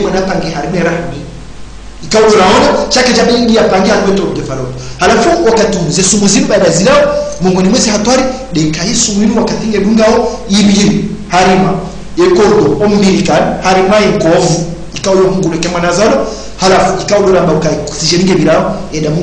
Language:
Swahili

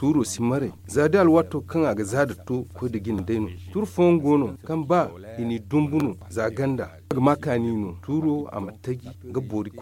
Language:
Zarma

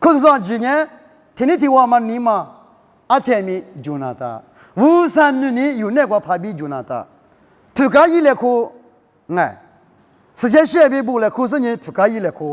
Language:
Lisu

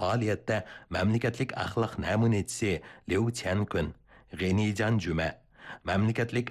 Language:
Uyghur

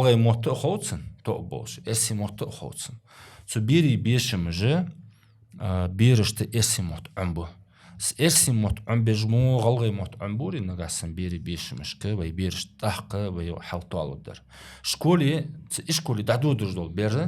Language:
Ingush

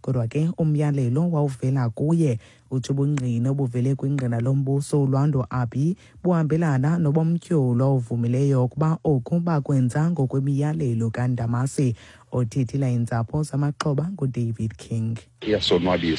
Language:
Xhosa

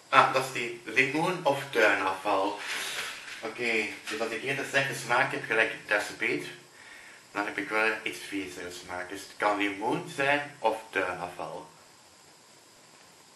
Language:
Dutch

